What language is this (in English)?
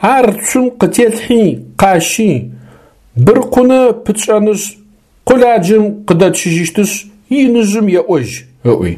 Adyghe